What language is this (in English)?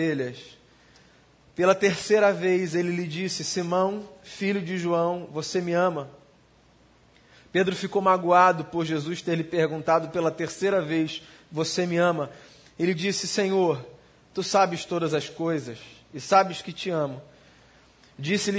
Portuguese